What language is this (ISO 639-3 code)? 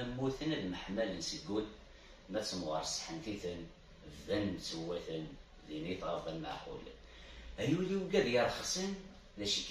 kab